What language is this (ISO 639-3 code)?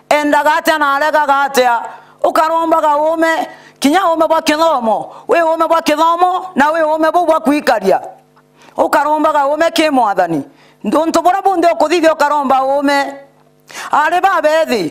mer